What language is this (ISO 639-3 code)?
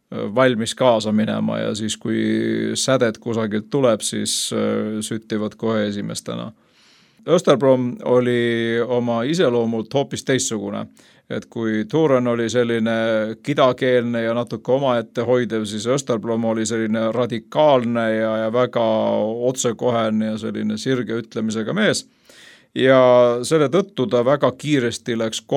est